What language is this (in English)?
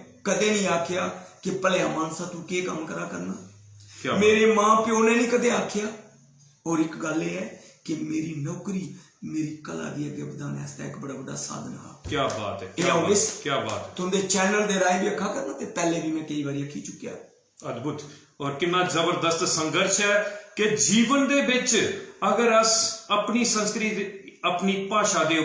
Dogri